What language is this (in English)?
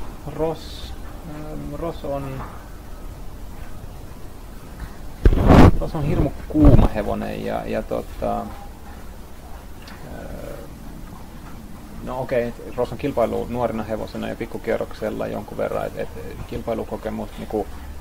Finnish